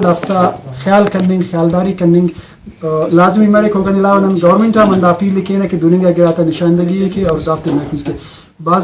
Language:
Brahui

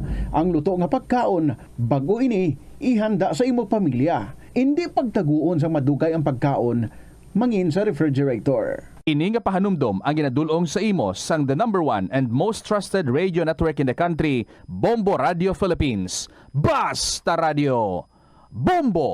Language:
Hiligaynon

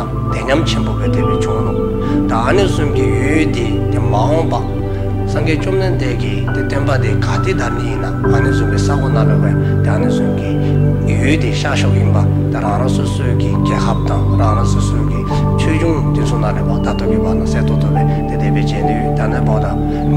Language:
Dzongkha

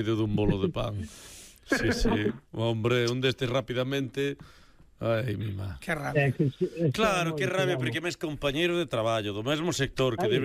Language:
Galician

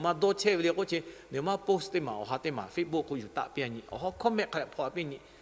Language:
Lahu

